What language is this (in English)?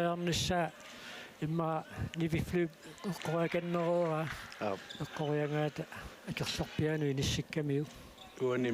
Kalaallisut